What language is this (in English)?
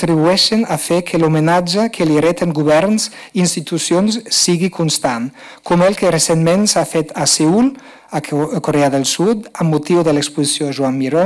Catalan